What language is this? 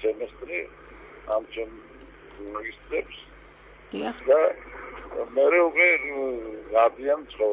Georgian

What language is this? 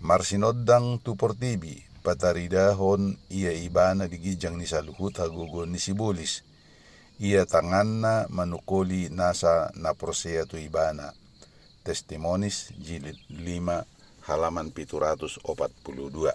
Batak Toba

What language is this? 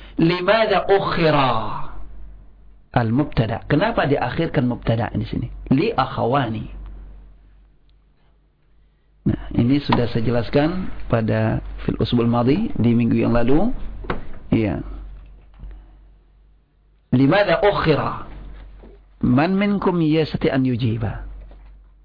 Indonesian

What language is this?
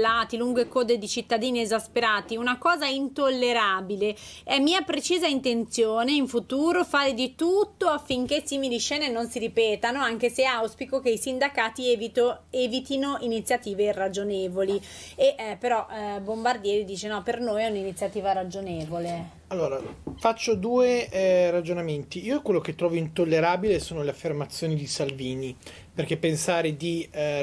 Italian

